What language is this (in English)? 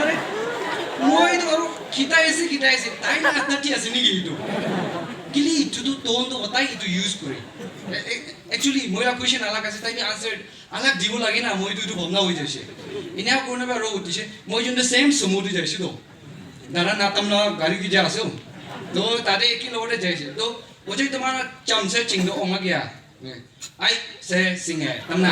Naga Pidgin